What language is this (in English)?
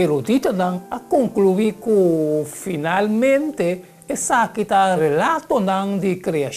Papiamento